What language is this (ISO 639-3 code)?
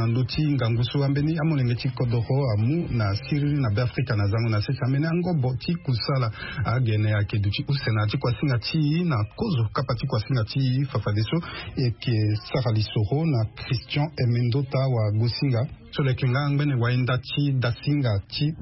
sag